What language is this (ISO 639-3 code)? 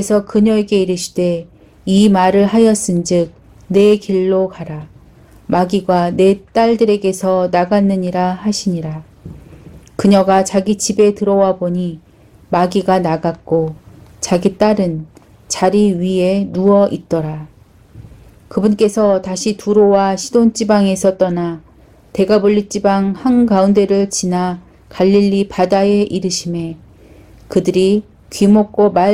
kor